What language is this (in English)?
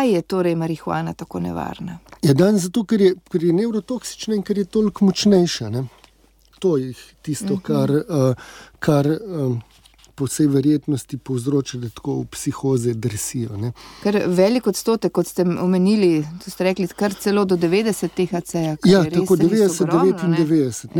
Slovenian